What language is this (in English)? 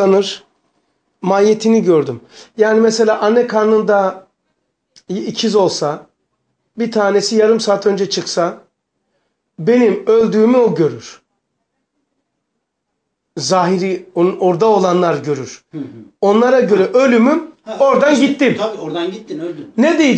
Turkish